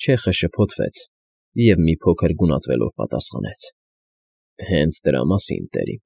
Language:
Armenian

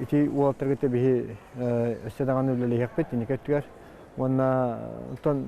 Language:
Yakut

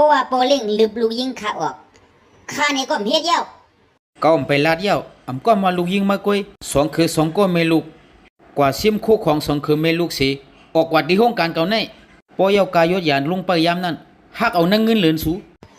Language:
Shan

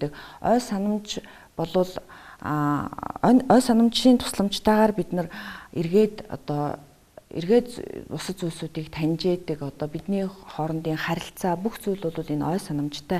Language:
Mongolian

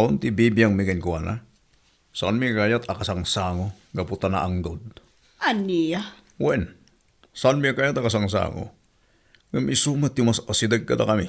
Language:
Iloko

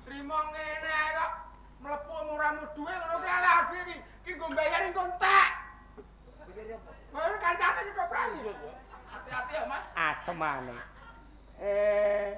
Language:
Javanese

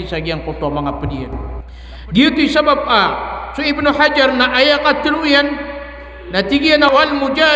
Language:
Maranao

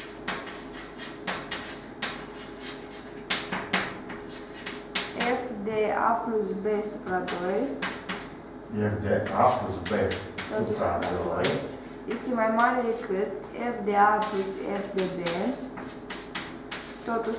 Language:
Romanian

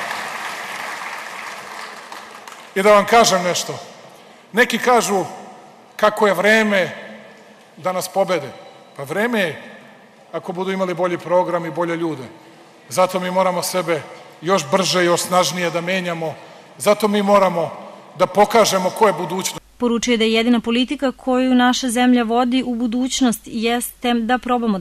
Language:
Serbian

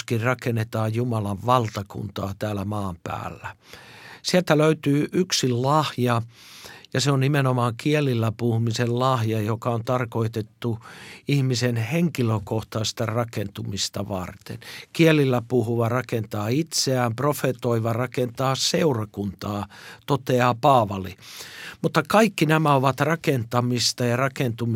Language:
Finnish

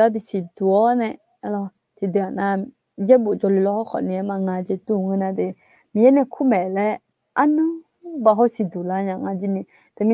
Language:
Akha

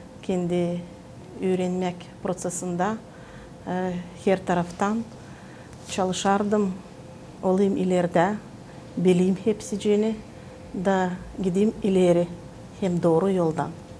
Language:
Gagauz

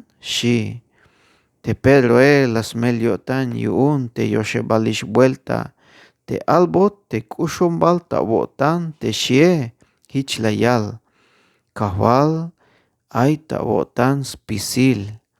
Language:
Tzeltal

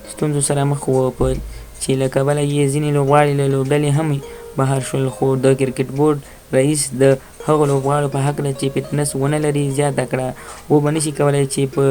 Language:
Pashto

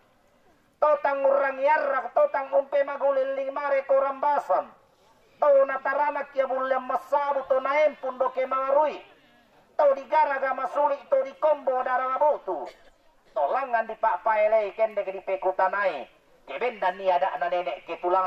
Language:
Toraja-Sa'dan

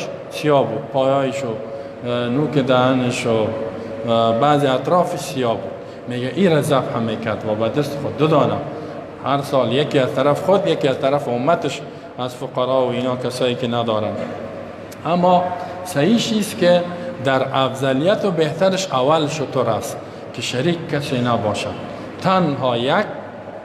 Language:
Persian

